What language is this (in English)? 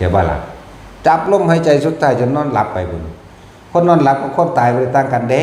Northeastern Thai